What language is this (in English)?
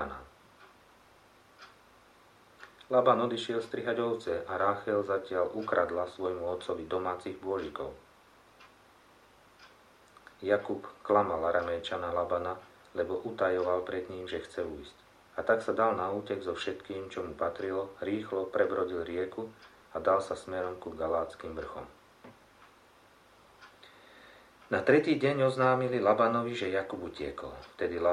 Slovak